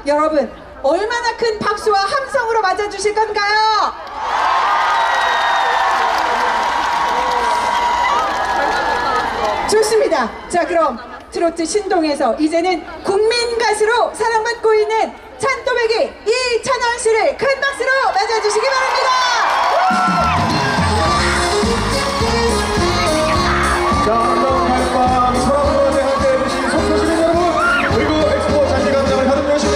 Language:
Korean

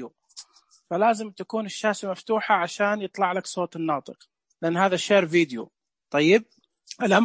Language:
Najdi Arabic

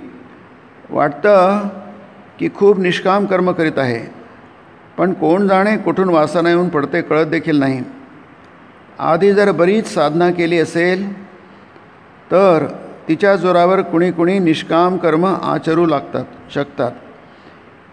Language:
Marathi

